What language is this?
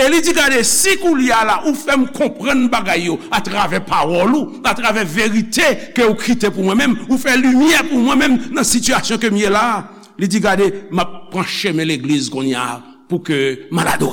Haitian Creole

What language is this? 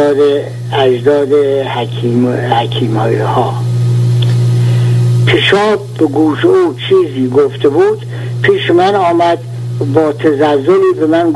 Persian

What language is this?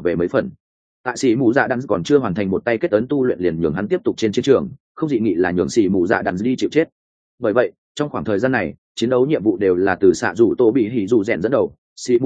Vietnamese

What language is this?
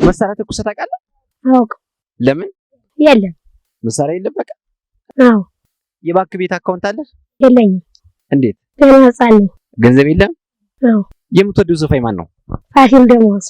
Amharic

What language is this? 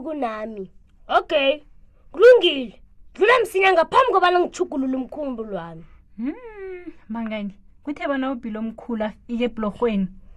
South Ndebele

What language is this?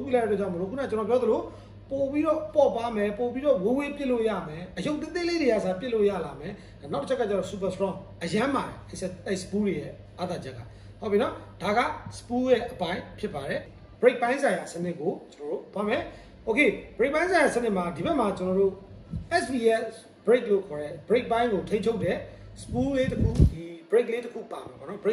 Burmese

